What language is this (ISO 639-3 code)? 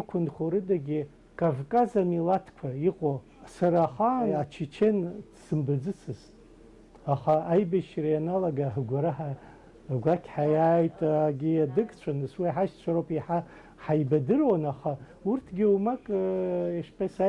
abk